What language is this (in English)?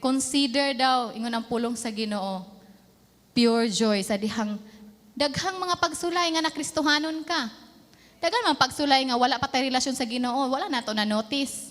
Cebuano